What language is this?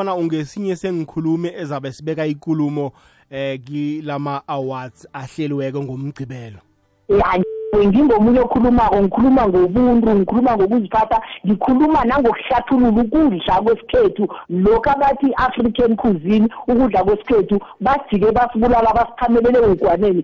South Ndebele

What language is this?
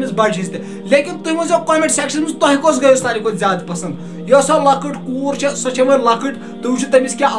Kashmiri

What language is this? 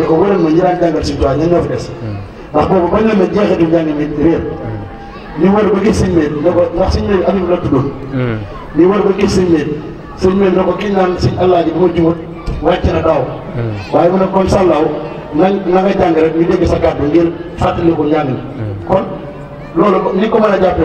Wolof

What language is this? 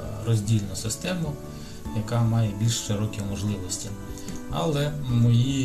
Ukrainian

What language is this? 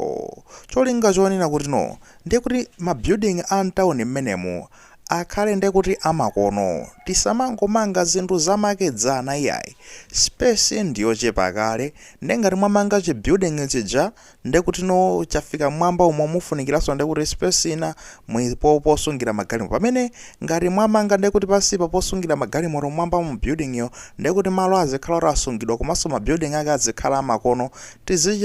Nyanja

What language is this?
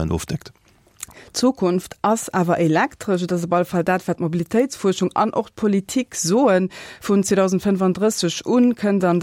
Luxembourgish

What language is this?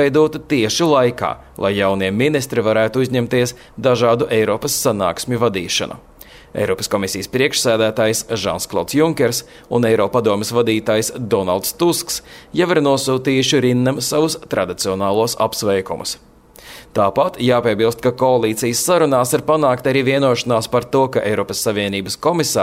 Latvian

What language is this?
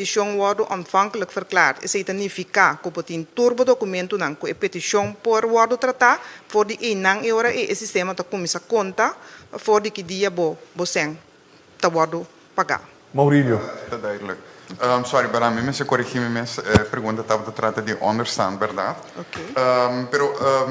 Papiamento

